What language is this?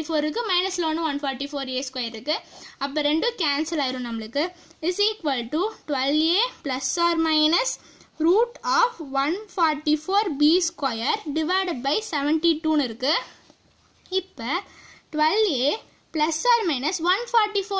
Tamil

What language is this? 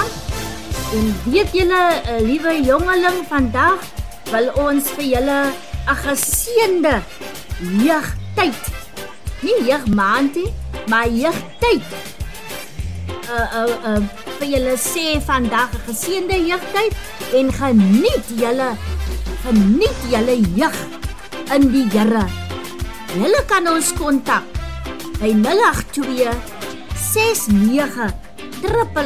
Afrikaans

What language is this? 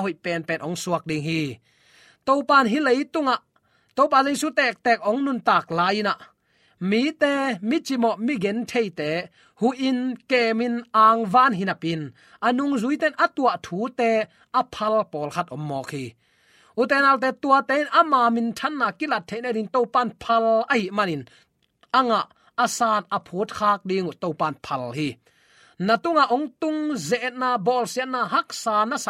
Tedim Chin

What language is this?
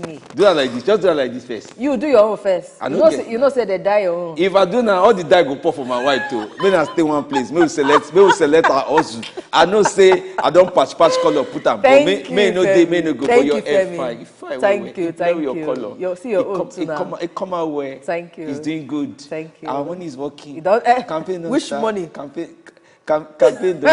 Nigerian Pidgin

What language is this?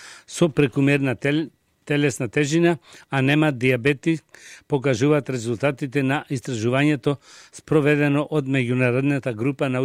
Macedonian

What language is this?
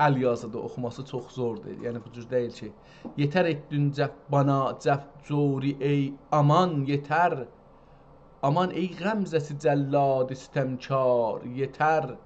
South Azerbaijani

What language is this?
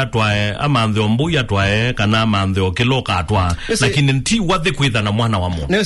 Kamba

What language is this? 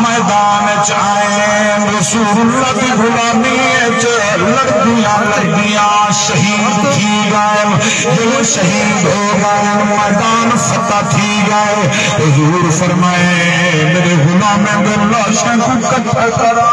Saraiki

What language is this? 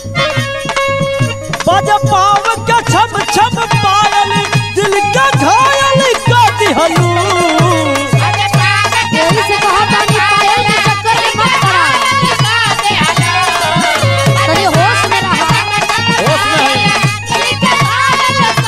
Bhojpuri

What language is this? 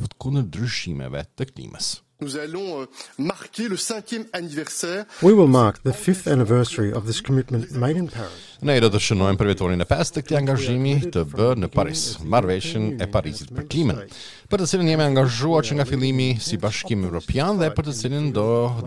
Albanian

